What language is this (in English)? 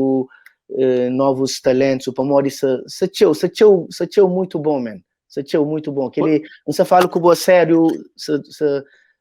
Kabuverdianu